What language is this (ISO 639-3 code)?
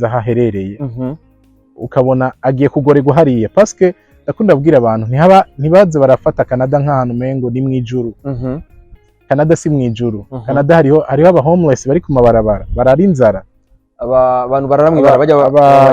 run